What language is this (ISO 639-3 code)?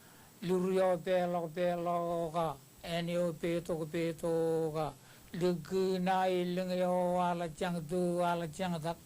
mah